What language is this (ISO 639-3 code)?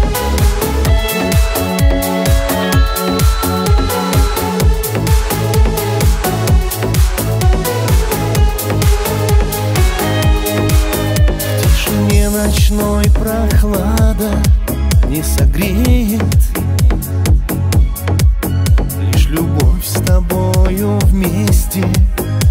rus